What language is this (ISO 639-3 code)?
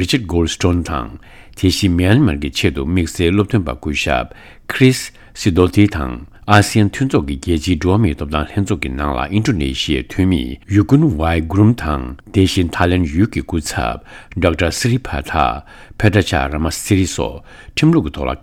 bod